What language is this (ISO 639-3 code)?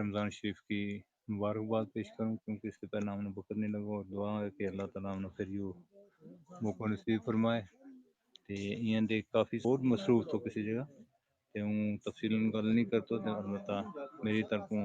gju